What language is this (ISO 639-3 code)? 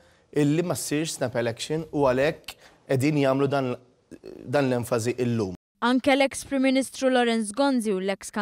mlt